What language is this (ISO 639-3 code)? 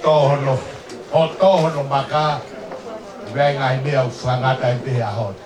ton